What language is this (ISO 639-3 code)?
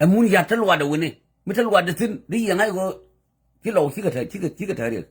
nus